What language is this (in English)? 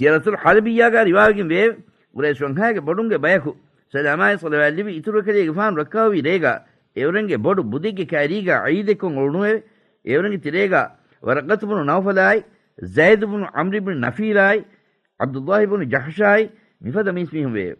Divehi